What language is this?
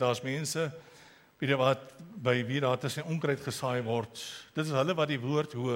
Afrikaans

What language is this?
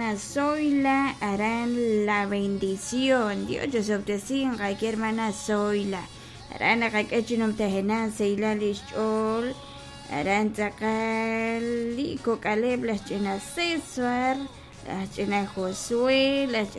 Kekchí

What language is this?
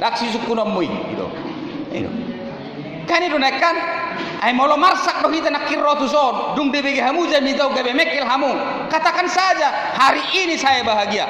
Batak Toba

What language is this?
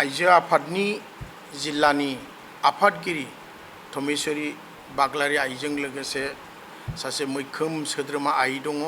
Bodo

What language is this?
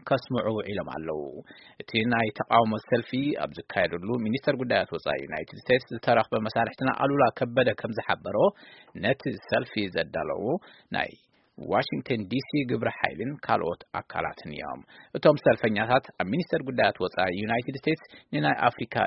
Tigrinya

